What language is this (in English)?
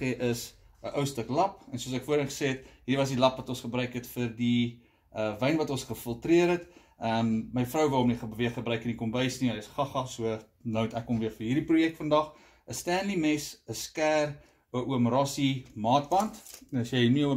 Afrikaans